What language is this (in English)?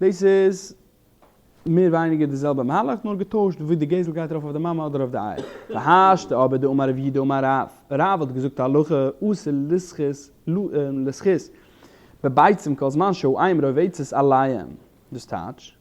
Yiddish